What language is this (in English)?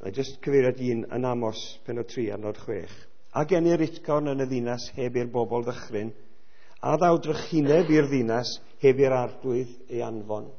Welsh